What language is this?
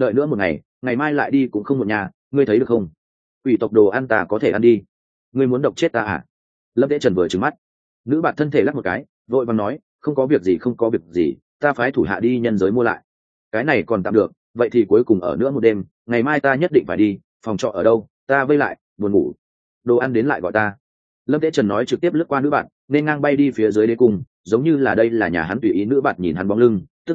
Vietnamese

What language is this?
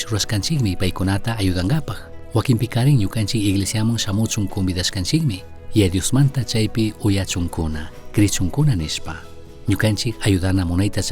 Chimborazo Highland Quichua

